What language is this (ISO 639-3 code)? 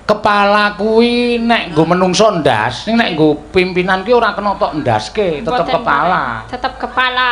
jav